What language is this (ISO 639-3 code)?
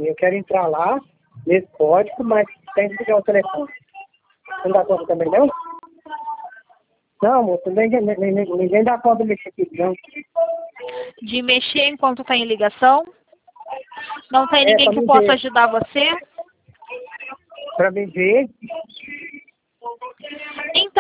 por